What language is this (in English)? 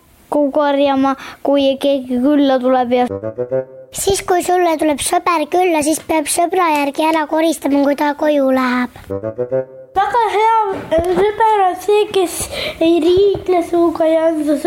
Estonian